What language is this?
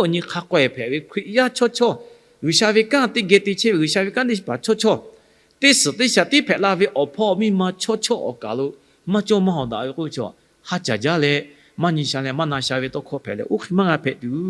Lahu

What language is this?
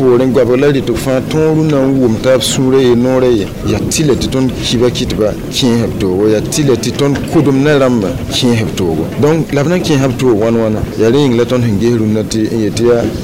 Mossi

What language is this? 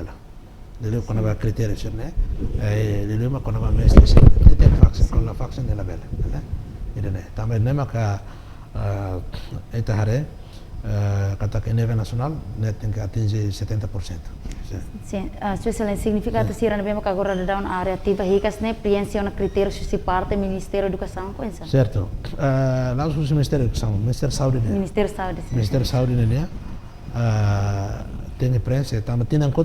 Tetum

